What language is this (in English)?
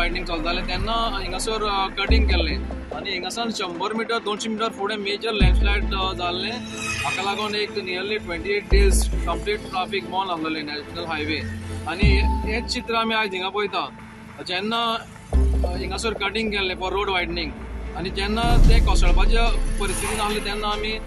Konkani